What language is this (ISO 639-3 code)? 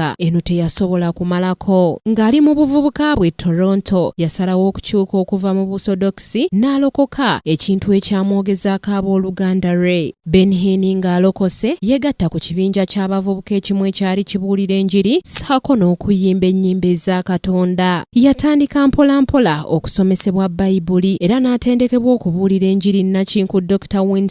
lug